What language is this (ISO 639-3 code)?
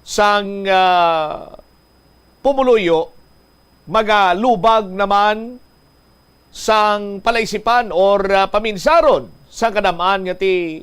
hil